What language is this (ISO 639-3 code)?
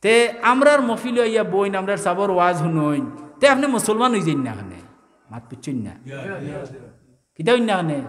syl